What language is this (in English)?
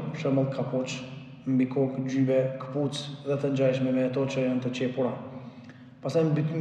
Albanian